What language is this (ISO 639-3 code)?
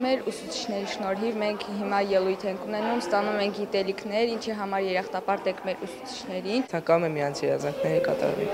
hye